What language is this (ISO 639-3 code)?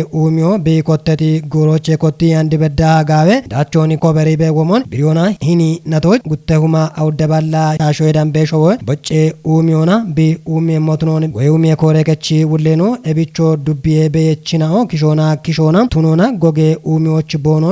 kbr